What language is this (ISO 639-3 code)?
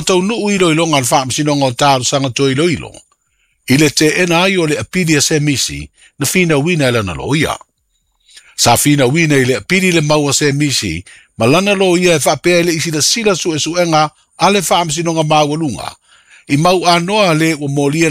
smo